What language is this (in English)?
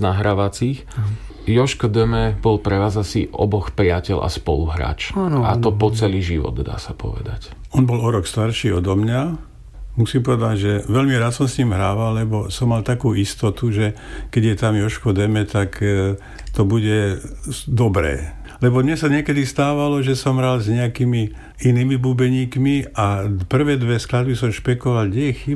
Slovak